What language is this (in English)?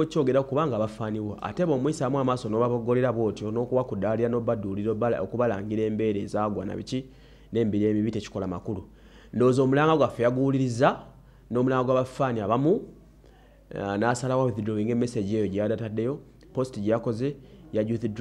Ganda